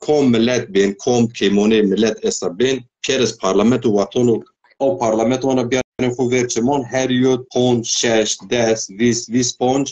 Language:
Zaza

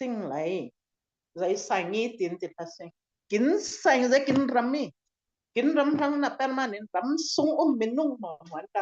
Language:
Falam Chin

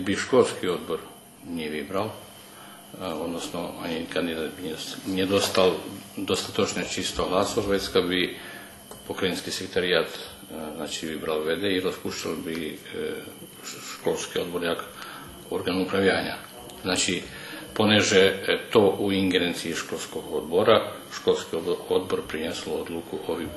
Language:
Rusyn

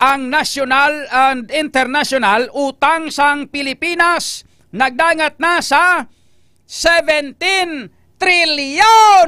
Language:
Hiligaynon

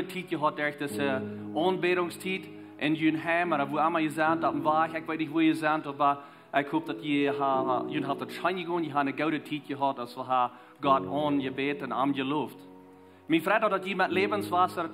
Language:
Plautdietsch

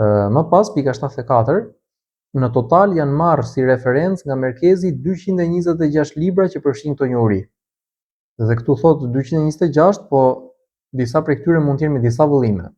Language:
Albanian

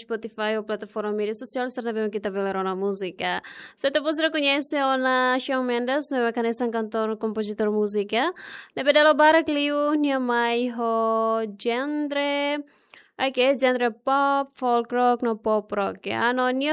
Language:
Tetum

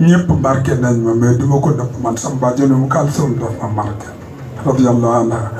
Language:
Wolof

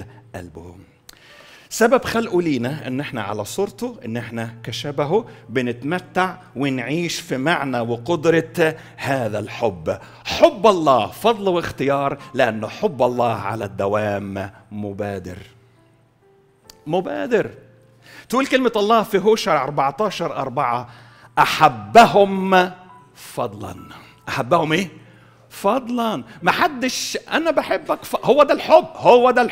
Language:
Egyptian Arabic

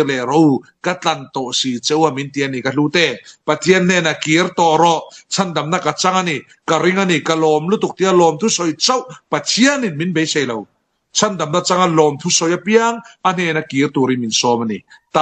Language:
Falam Chin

